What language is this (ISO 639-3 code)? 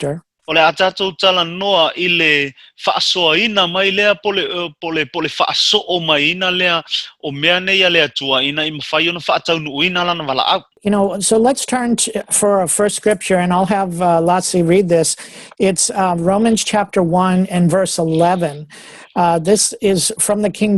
smo